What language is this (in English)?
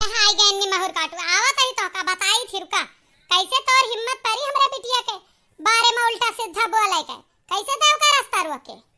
Awadhi